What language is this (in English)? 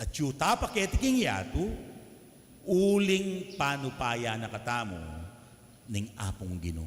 Pampanga